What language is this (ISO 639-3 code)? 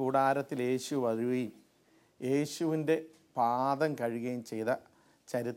mal